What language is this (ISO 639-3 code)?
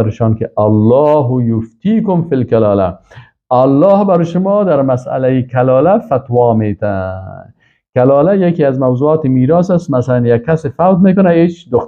fas